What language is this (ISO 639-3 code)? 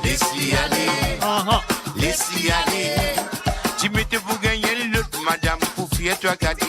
mfe